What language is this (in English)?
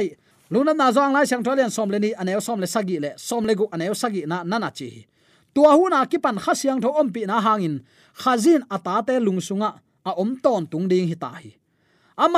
Tedim Chin